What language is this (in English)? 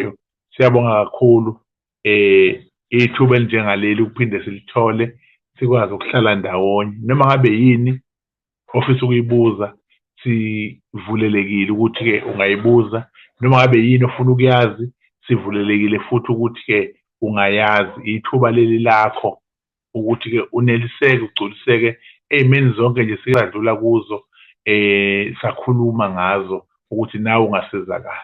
Zulu